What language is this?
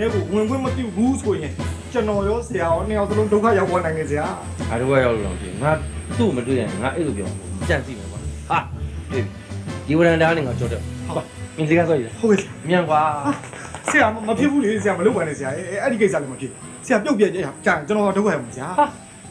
Burmese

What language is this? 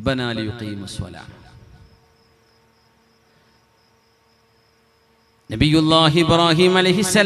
Malayalam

